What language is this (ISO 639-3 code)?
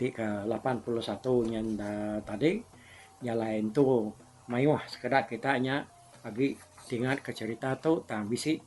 iba